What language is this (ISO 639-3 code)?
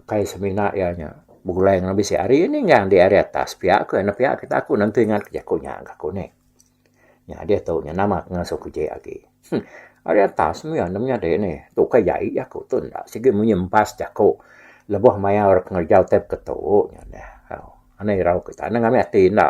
iba